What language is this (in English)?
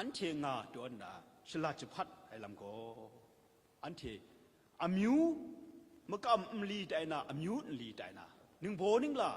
Kachin